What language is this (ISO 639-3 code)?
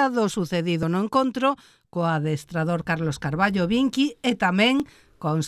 glg